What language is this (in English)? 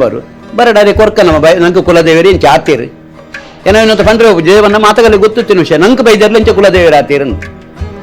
Tulu